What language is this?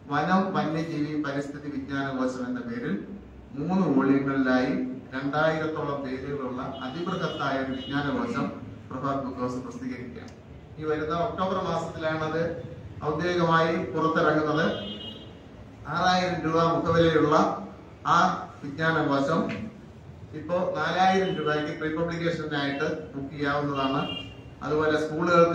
Malayalam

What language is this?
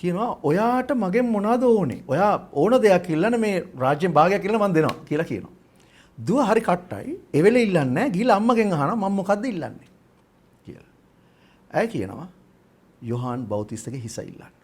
Sinhala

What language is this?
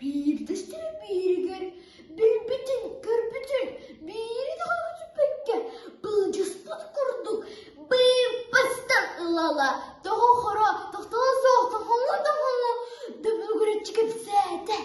Yakut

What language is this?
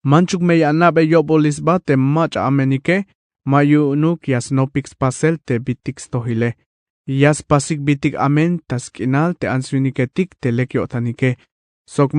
Tzeltal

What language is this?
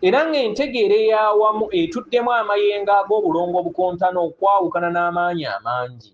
Ganda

